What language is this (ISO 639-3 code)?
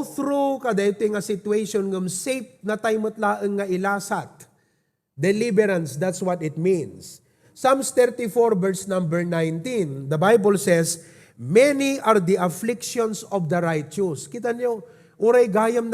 ilo